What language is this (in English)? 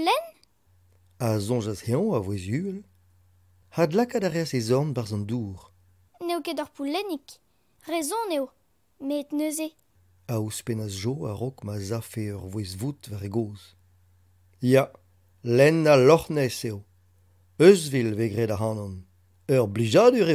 Breton